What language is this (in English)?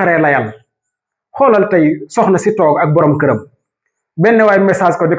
Wolof